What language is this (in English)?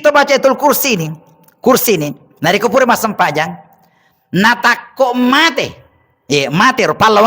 Buginese